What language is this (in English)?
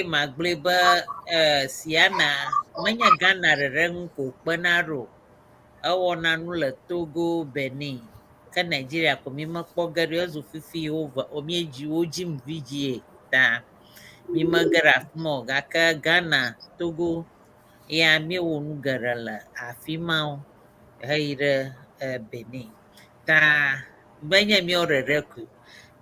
Ewe